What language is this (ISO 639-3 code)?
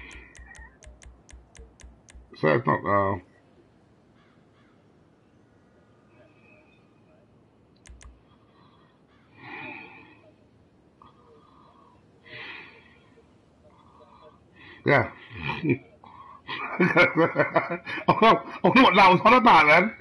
eng